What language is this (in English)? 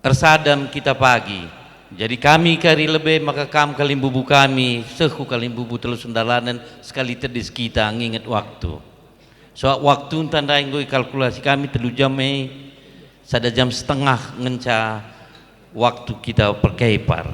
Batak Karo